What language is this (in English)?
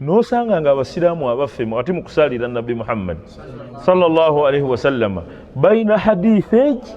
Ganda